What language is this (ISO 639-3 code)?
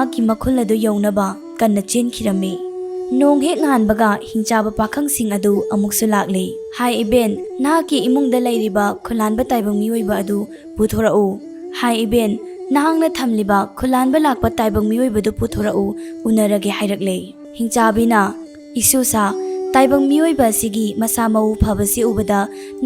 mni